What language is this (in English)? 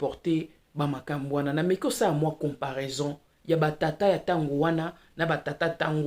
Lingala